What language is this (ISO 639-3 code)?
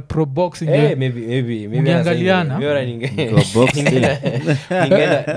swa